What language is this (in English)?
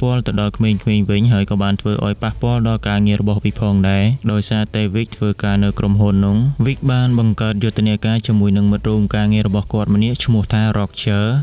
Khmer